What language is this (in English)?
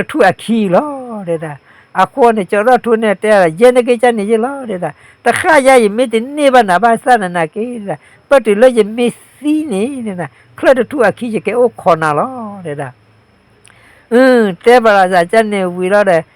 S'gaw Karen